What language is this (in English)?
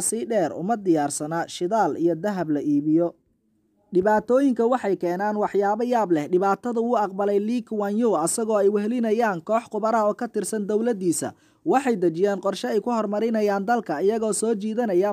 Somali